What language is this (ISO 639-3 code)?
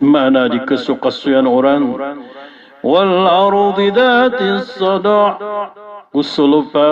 mrw